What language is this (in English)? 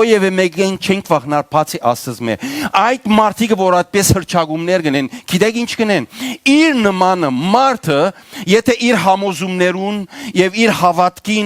Western Armenian